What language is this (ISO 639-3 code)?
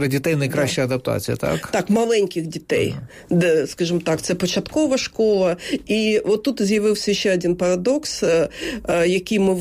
ukr